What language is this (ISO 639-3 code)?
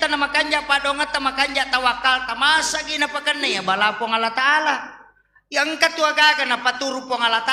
bug